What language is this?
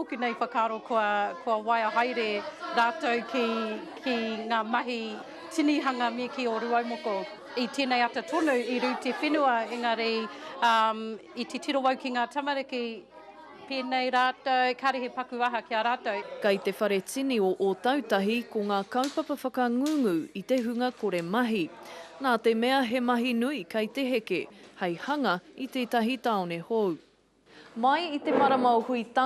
Māori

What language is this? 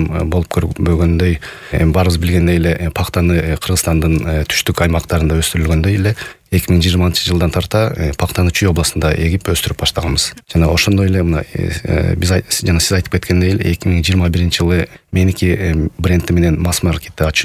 Kyrgyz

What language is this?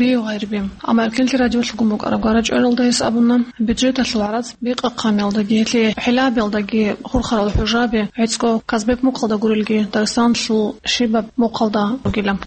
Avaric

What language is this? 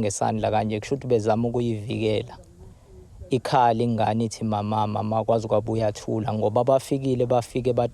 Zulu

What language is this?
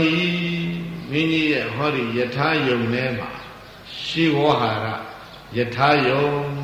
Burmese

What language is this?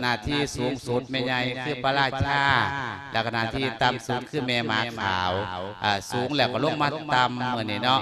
Lao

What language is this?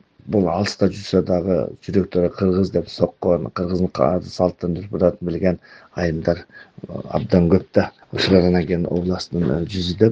Kyrgyz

